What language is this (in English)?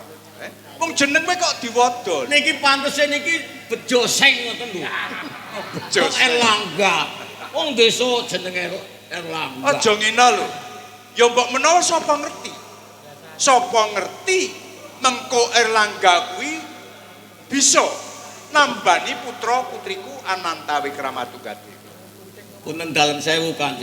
Javanese